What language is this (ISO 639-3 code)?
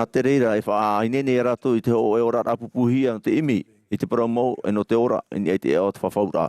tah